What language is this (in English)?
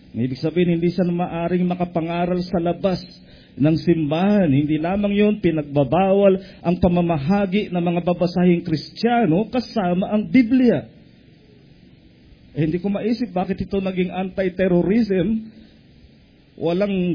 Filipino